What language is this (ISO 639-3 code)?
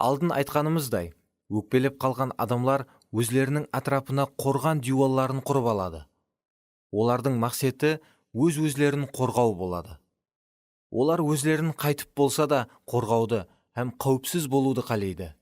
kaa